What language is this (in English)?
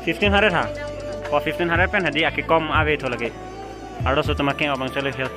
Karbi